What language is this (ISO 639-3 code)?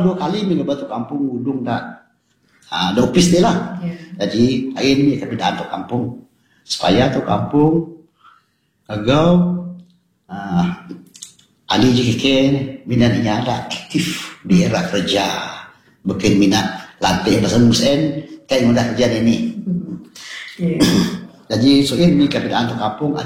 msa